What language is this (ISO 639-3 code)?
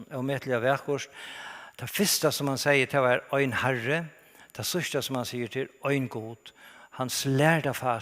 fao